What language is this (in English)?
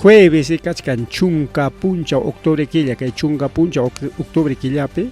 Ayacucho Quechua